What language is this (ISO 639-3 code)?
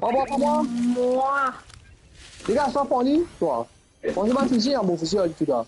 mfe